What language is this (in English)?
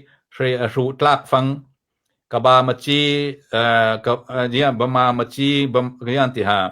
Hakha Chin